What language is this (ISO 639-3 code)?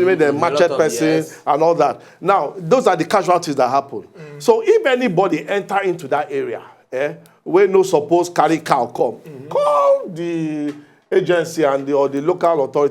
pcm